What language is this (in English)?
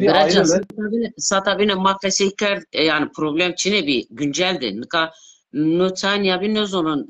Zaza